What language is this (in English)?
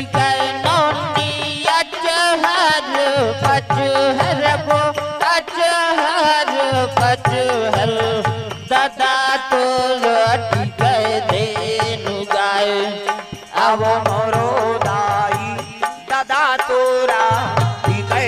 Chhattisgarhi